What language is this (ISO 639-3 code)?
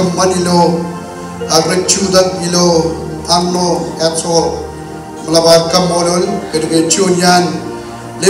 mah